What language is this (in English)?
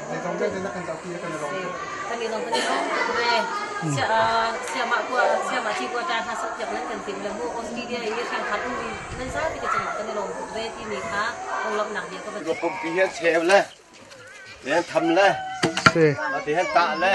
Hakha Chin